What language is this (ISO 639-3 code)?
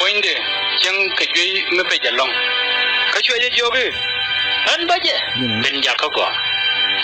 nus